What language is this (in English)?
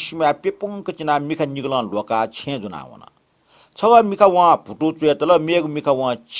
Newari